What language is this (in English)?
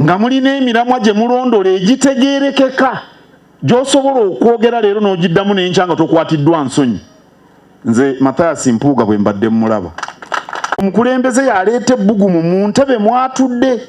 Ganda